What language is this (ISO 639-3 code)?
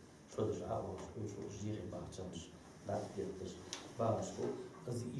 inh